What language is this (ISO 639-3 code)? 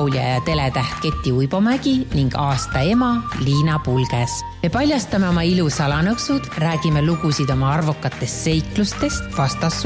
est